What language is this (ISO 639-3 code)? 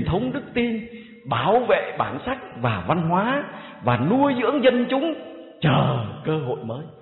vie